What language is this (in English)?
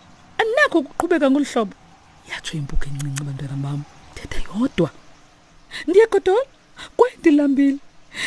Xhosa